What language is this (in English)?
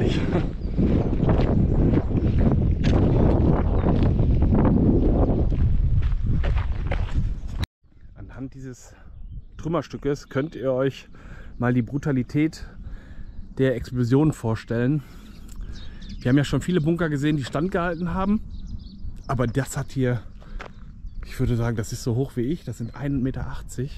German